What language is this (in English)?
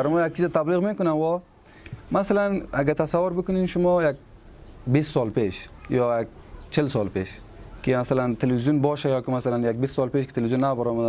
Persian